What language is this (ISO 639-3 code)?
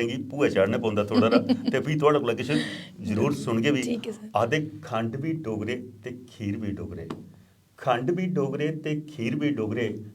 doi